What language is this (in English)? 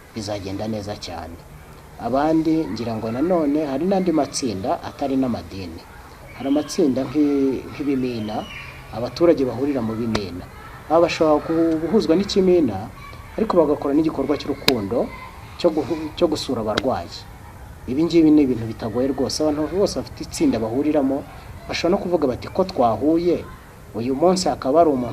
Kinyarwanda